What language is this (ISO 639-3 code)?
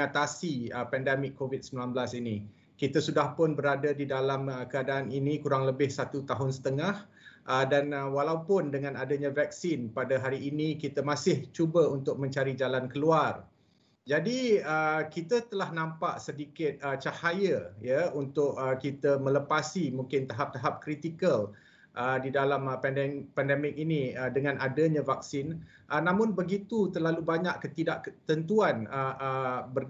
msa